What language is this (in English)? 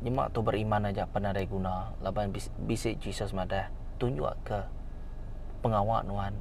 Iban